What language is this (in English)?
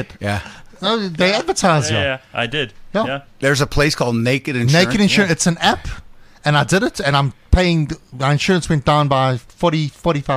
English